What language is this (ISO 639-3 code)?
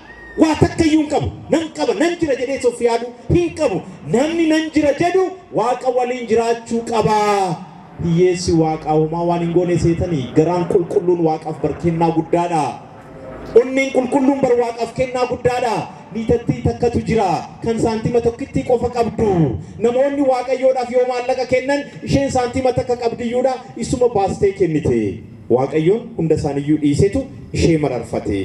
orm